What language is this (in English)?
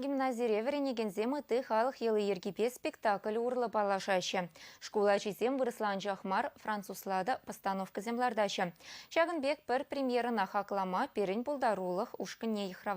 Chuvash